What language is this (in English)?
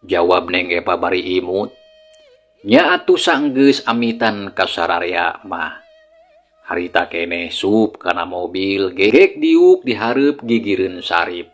Sundanese